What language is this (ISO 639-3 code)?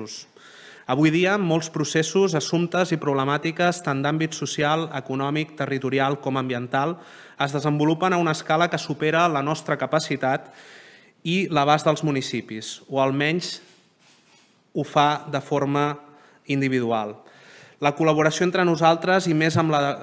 cat